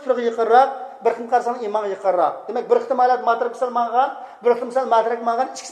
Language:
Uyghur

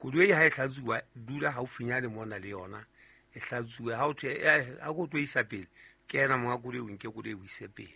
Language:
Southern Sotho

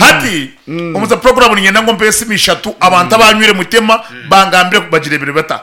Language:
Nyankole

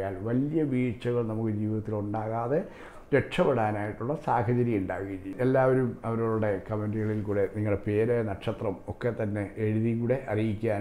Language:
Malayalam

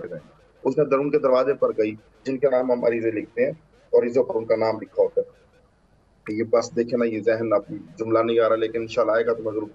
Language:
Urdu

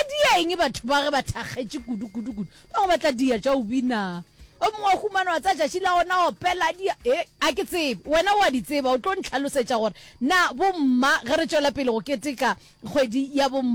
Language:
Northern Sotho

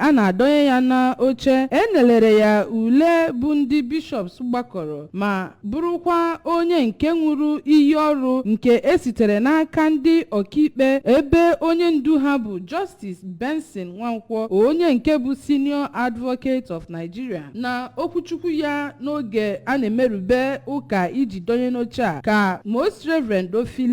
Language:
Igbo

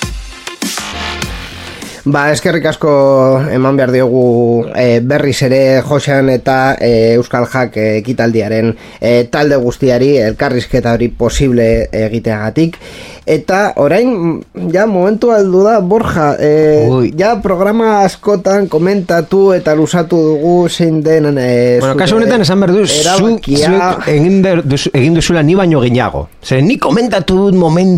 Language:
Basque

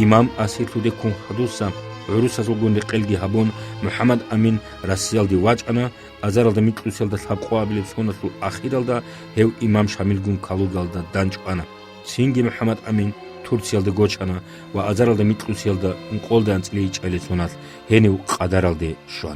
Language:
Avaric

